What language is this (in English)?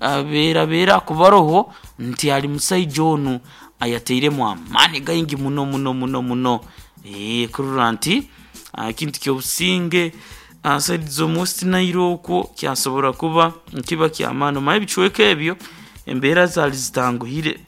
Nyankole